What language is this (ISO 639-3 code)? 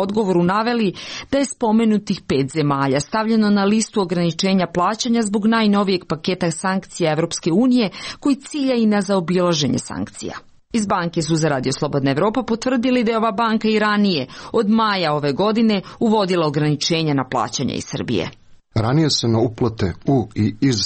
srp